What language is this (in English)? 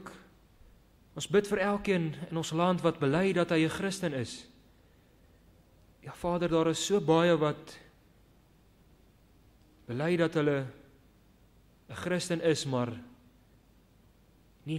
Afrikaans